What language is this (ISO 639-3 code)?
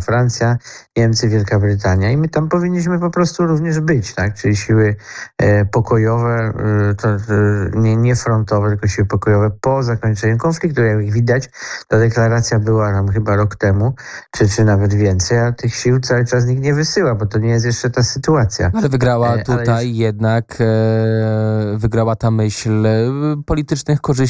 pol